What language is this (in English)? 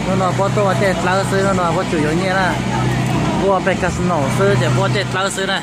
Hmong